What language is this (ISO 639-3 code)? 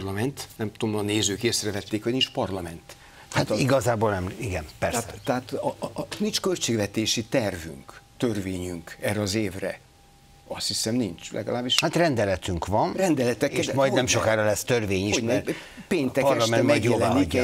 hun